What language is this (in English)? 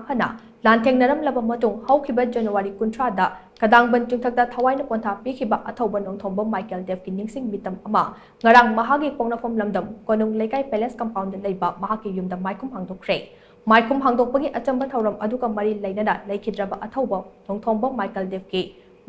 Manipuri